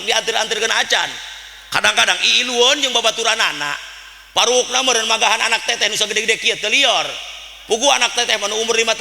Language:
Sundanese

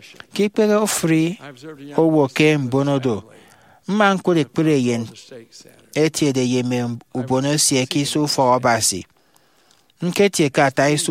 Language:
Efik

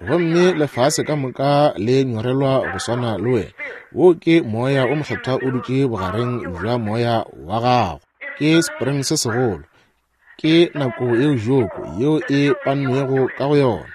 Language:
Northern Sotho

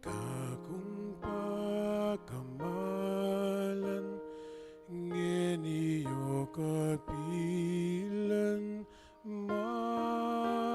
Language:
Pampanga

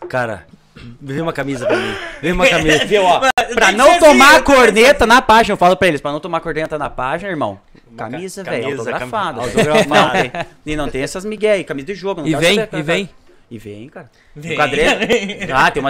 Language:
Portuguese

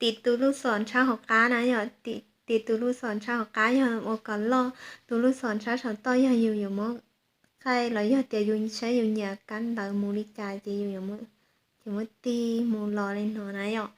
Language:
Hmong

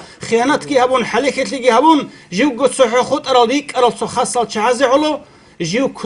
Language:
Avaric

